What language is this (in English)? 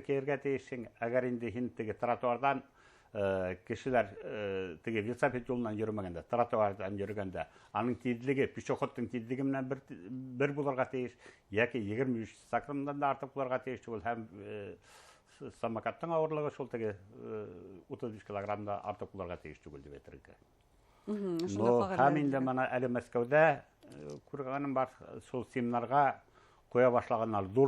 Bashkir